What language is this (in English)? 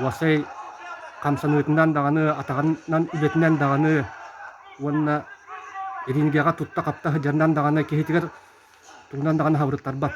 Yakut